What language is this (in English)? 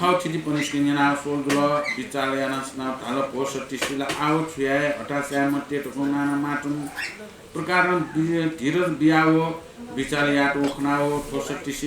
Newari